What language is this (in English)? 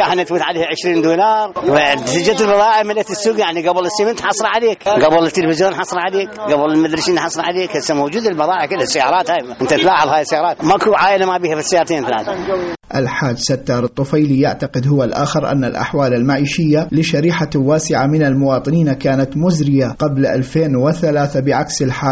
Mesopotamian Arabic